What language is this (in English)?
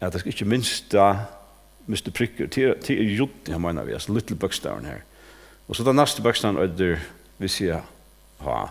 Faroese